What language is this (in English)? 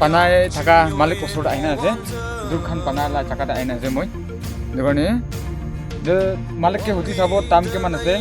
Naga Pidgin